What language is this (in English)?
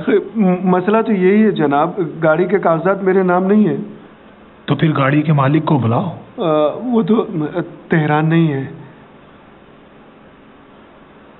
Hindi